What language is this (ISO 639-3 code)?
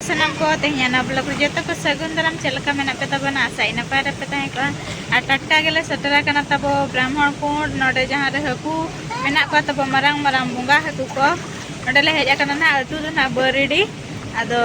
sat